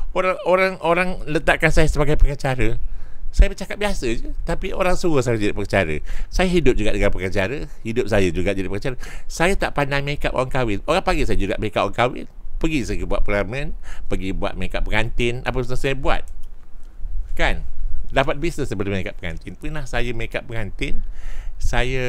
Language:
Malay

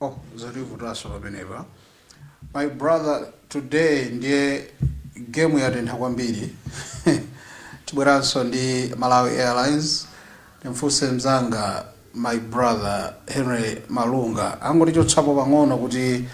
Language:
Nyanja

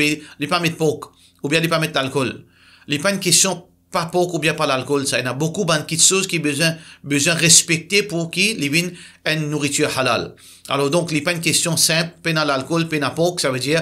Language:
Morisyen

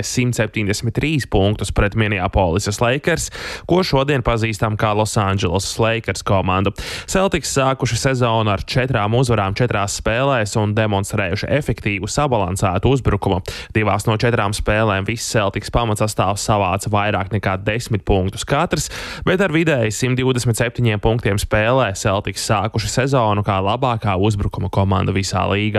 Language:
Latvian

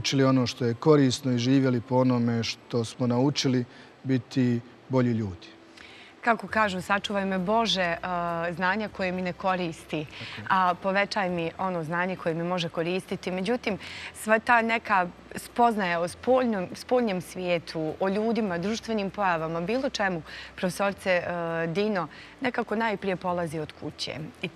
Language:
Bosnian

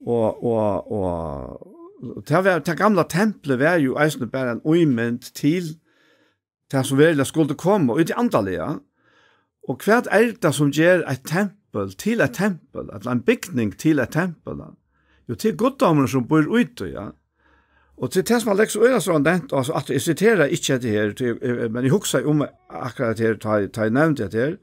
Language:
Faroese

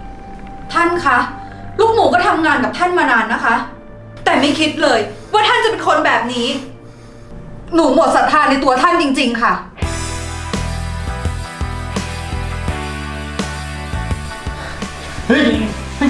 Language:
Thai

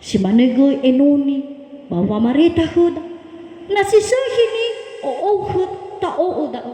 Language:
Nias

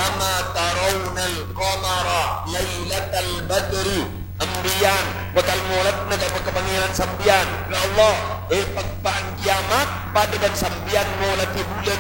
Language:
Madurese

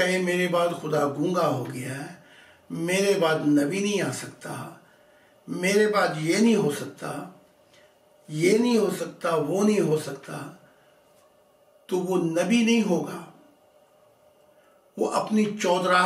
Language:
Urdu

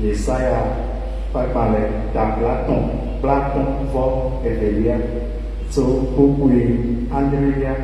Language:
Ewe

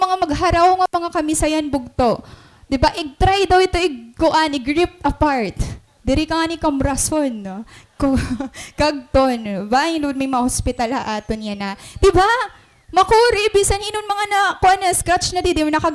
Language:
Waray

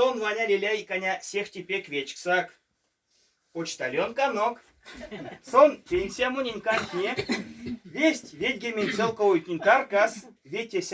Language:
Erzya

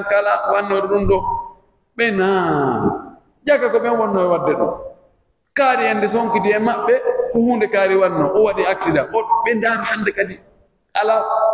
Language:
Pular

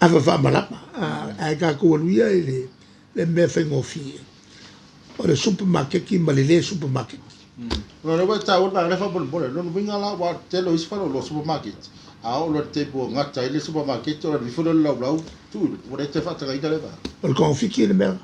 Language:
Samoan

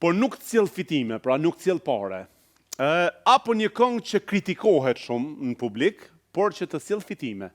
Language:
Albanian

